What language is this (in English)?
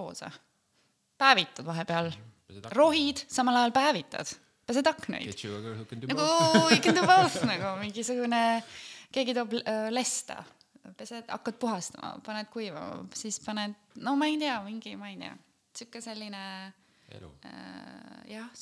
Estonian